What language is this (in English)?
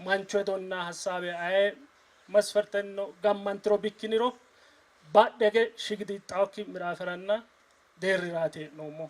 Sidamo